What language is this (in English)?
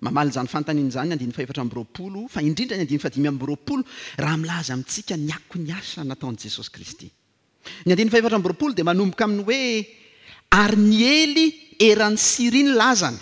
Malagasy